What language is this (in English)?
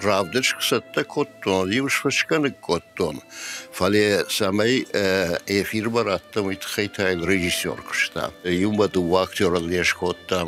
Ossetic